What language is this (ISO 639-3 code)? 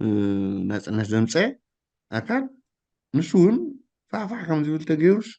tir